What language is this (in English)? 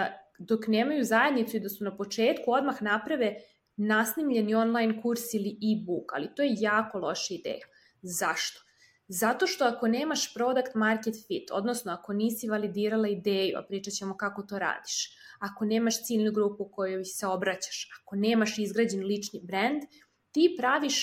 Serbian